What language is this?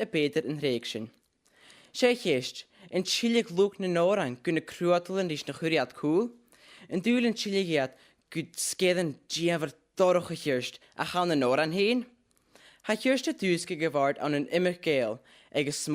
Scottish Gaelic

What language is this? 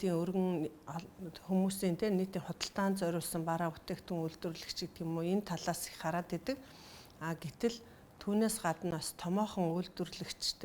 Mongolian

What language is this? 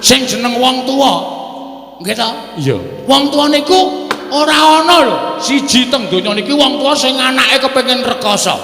Javanese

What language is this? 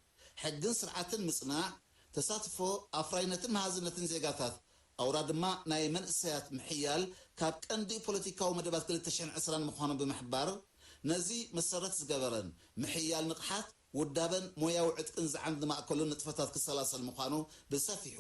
Tigrinya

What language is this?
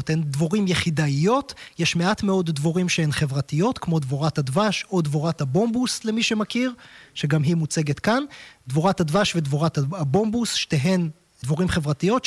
Hebrew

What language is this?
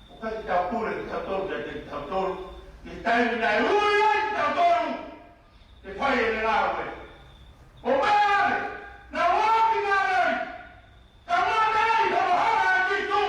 Tongan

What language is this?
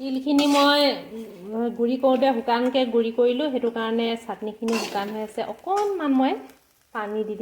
Assamese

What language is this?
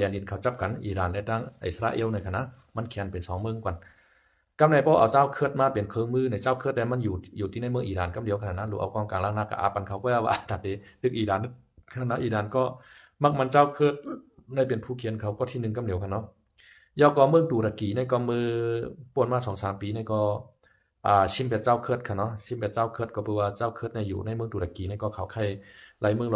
Shan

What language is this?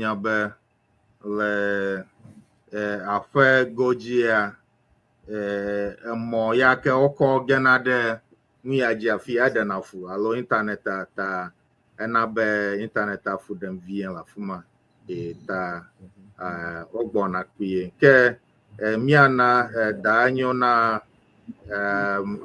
Ewe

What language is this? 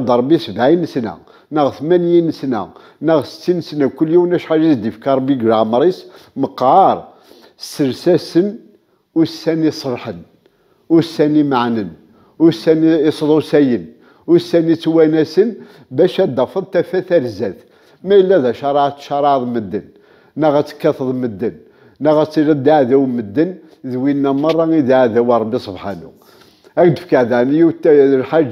Kabyle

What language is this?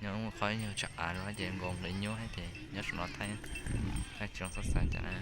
Hmong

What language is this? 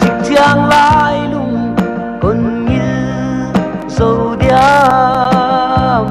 Paite Chin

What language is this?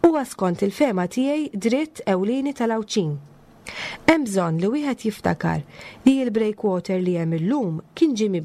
Maltese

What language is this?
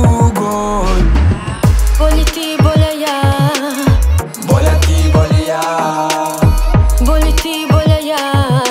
Serbian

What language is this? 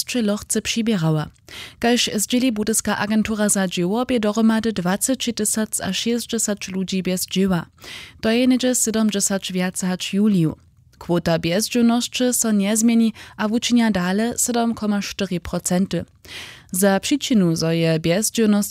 Upper Sorbian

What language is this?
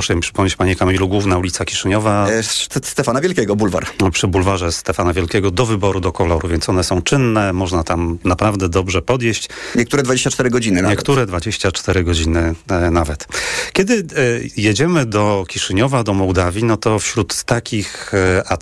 Polish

